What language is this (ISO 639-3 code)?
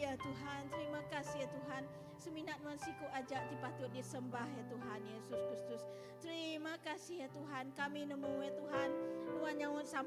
iba